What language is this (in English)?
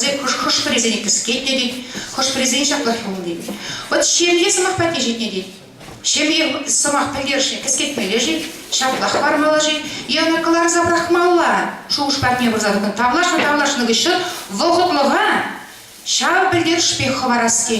Chuvash